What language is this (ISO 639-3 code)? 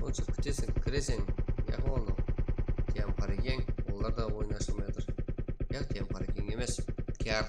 kaa